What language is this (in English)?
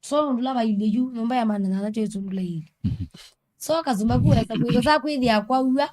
Kamba